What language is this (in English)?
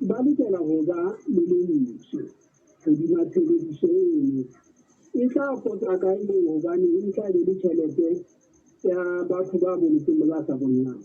Southern Sotho